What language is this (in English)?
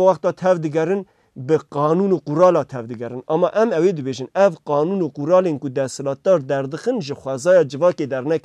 Kurdish